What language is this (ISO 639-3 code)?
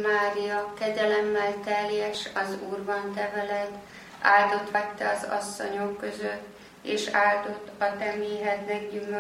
hun